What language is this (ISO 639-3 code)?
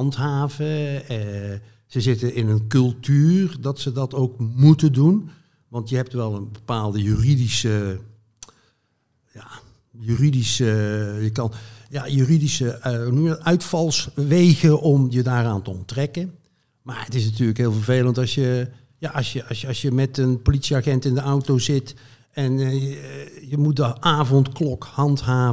nld